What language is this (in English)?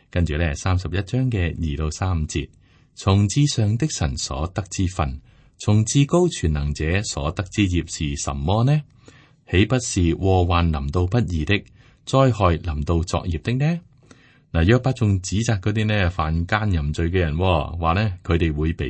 Cantonese